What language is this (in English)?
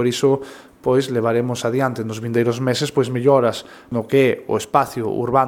Galician